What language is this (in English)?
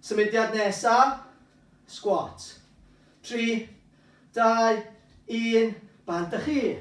Welsh